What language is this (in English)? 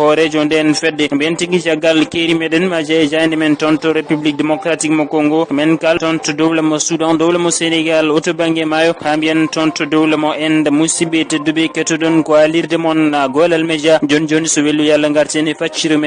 Fula